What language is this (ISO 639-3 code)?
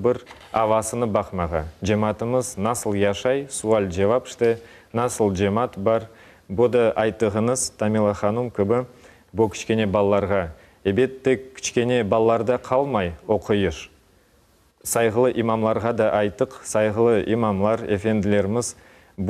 crh